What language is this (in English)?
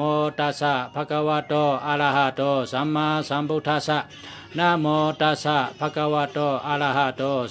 Shan